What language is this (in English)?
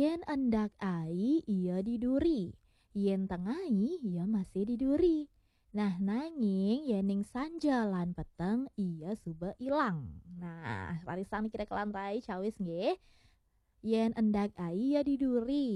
Balinese